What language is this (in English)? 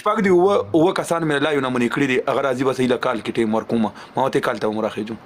Pashto